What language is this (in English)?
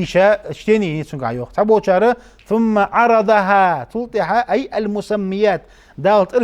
Ingush